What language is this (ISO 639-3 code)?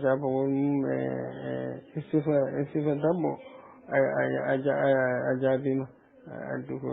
ful